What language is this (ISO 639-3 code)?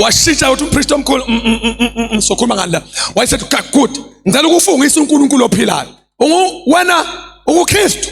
zul